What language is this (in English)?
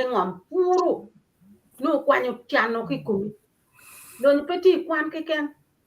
Acoli